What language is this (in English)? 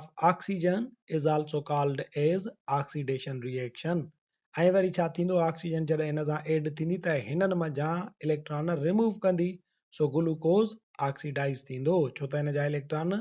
Sindhi